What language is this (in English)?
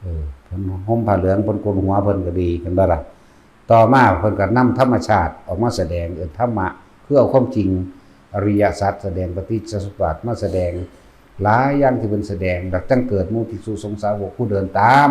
Northeastern Thai